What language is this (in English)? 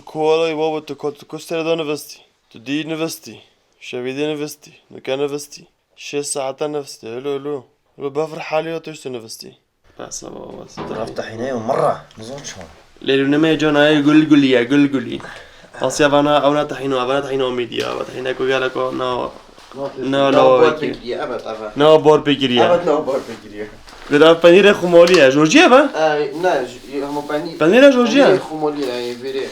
Kurdish